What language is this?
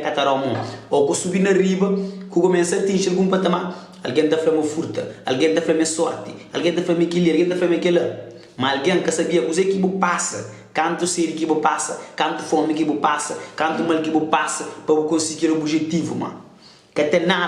Kabuverdianu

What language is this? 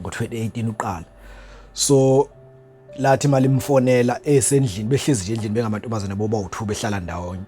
Zulu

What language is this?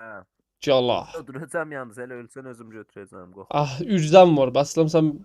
South Azerbaijani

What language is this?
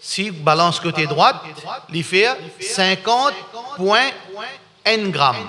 Morisyen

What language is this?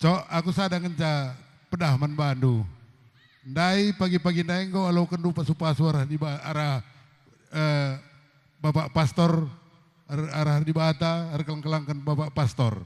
Batak Karo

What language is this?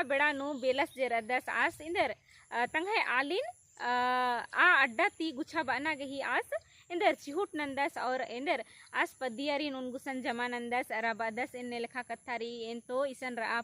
Kurukh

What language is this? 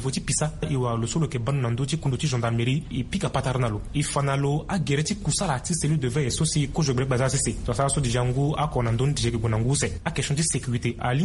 Sango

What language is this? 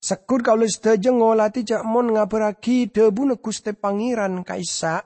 Madurese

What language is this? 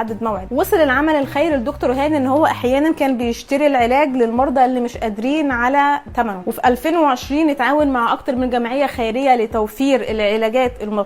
Egyptian Arabic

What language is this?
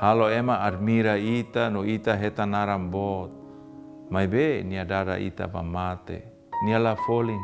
Tetum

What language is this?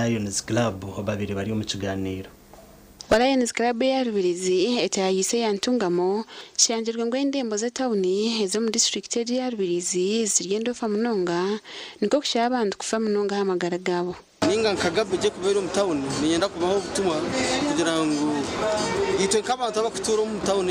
Nyankole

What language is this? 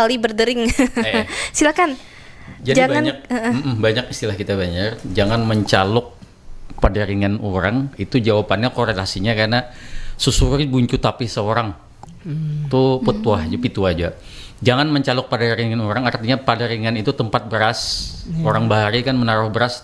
Banjar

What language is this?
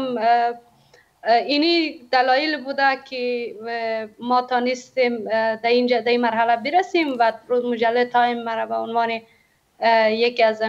Persian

